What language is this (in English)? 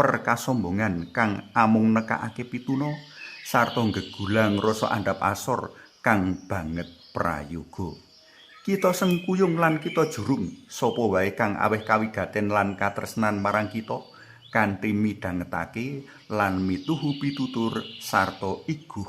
Javanese